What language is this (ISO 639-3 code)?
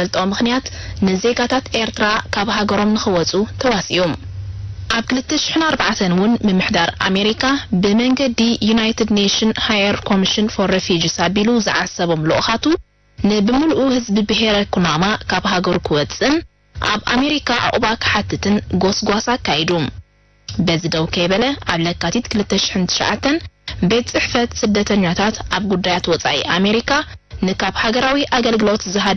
tir